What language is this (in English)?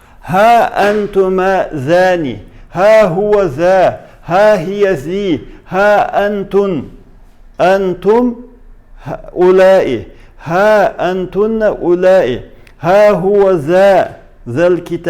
Chechen